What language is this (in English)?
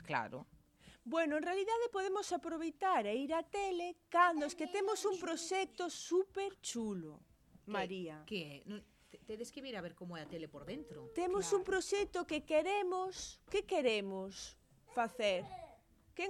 Galician